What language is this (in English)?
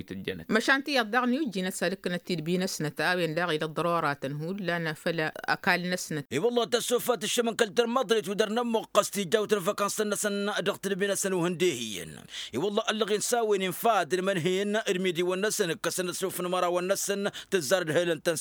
Tamasheq